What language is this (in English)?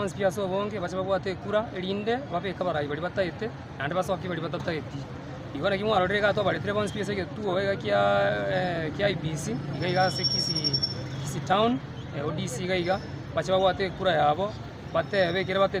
Gusii